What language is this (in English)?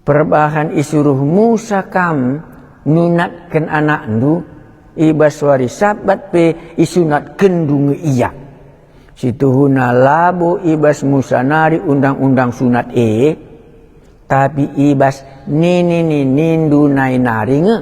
Batak Karo